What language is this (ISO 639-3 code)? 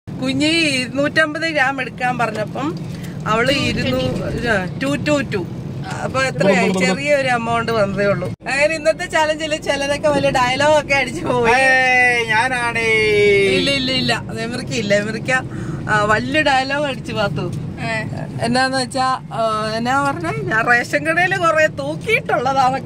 mal